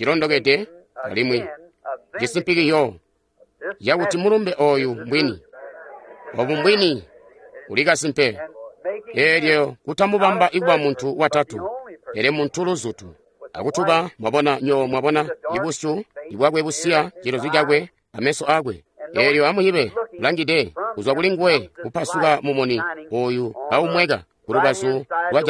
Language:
Tonga (Zambia)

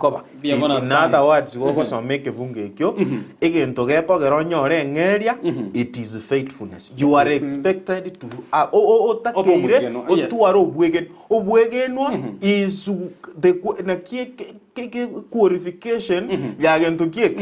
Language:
Gusii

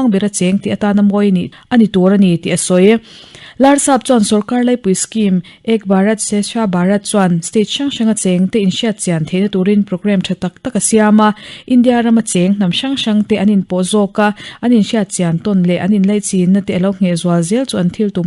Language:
Mizo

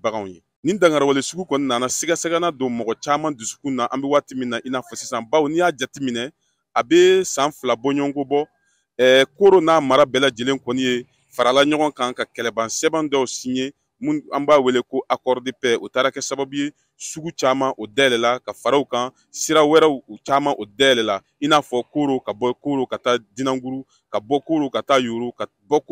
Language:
Bambara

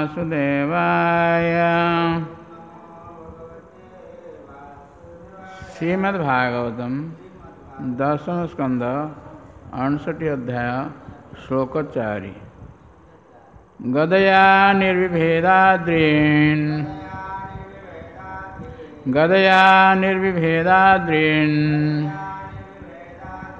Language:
Odia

